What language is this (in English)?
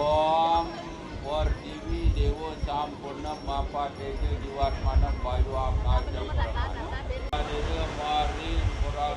Balinese